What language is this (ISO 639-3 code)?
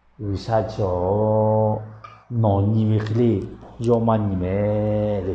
lhu